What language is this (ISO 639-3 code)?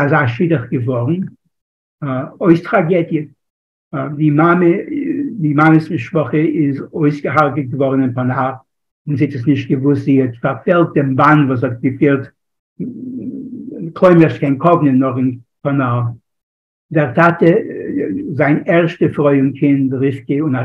yid